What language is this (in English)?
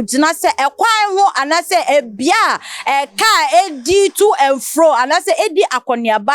Akan